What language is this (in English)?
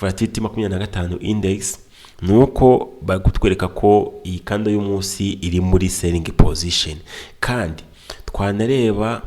Kinyarwanda